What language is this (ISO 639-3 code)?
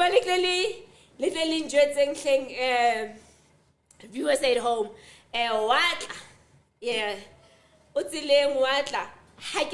sot